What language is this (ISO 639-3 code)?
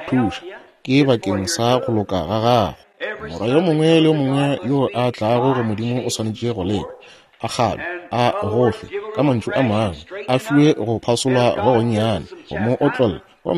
nso